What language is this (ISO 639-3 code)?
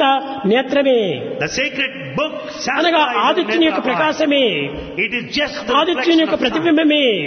tel